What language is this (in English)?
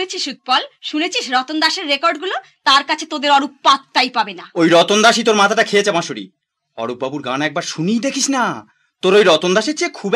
Bangla